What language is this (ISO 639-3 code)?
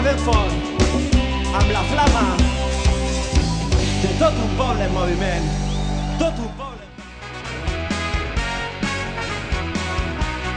cat